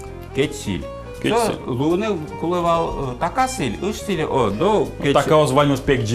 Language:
Udmurt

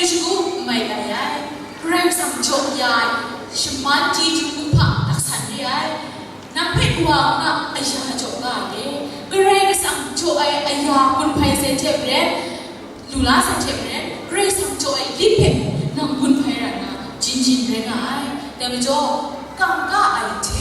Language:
Kachin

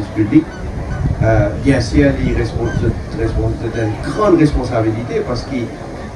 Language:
Morisyen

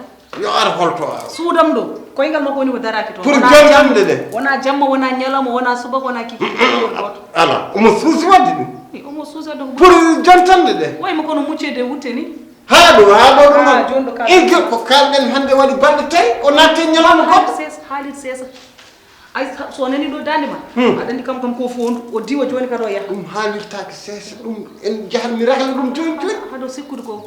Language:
Fula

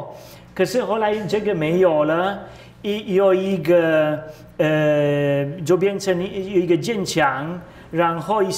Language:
Chinese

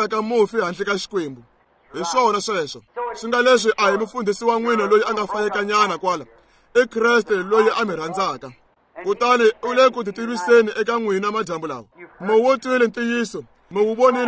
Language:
Tsonga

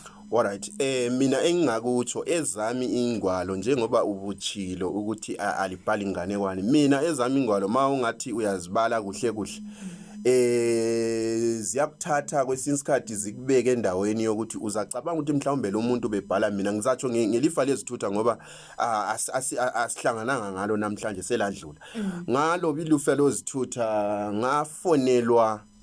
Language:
North Ndebele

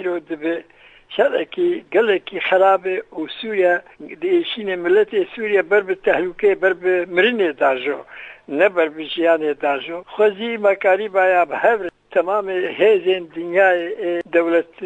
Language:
Kurdish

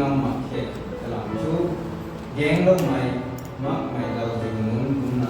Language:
Rongmei Naga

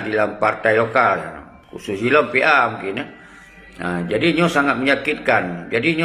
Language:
Achinese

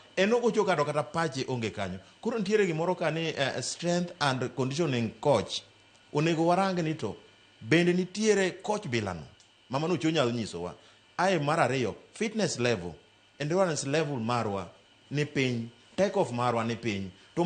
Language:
Luo (Kenya and Tanzania)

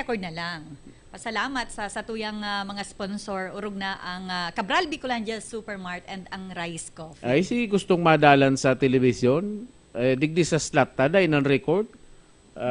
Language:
Bikol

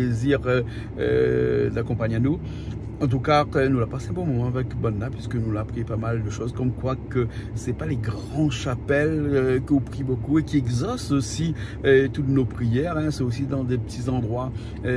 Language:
Réunion Creole French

